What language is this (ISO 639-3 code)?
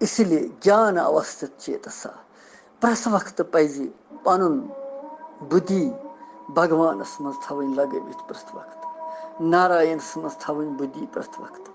kas